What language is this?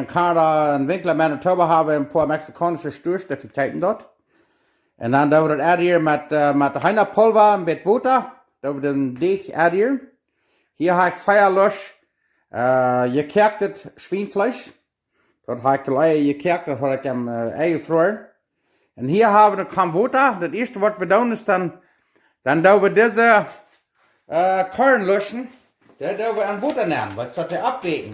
Plautdietsch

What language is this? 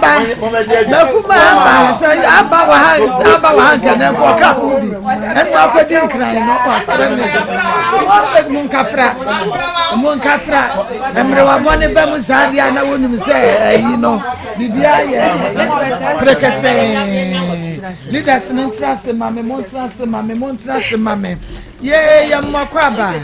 Akan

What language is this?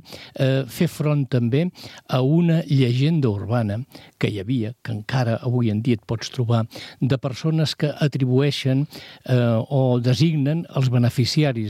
Catalan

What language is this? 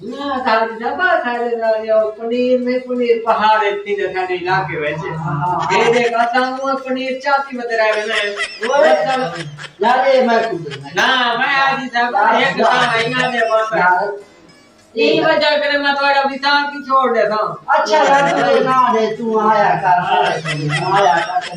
Saraiki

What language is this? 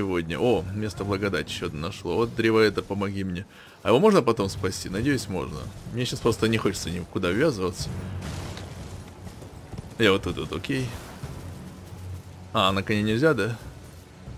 Russian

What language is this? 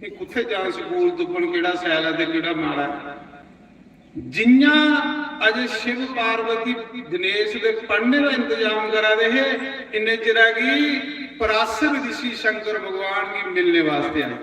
Dogri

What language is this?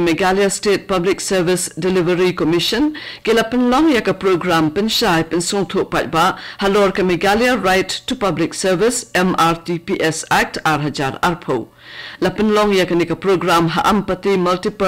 Khasi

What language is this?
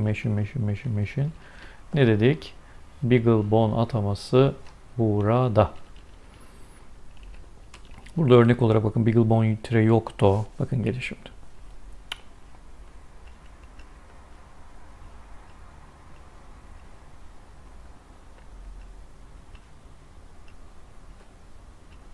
Turkish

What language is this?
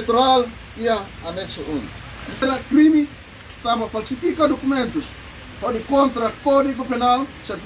Tetum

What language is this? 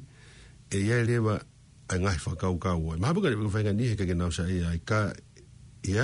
Tongan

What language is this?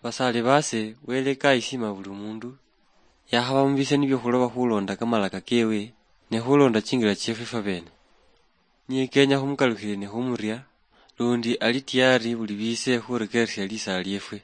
Luyia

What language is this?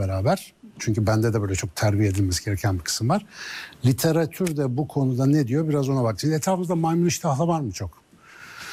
Turkish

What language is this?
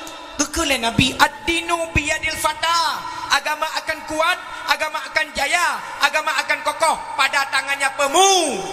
Achinese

